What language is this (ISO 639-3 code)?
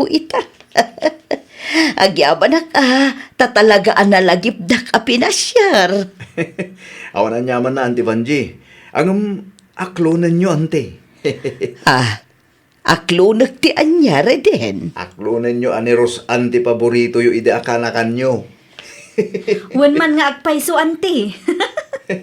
ilo